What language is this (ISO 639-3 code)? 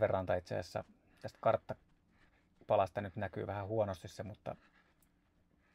fin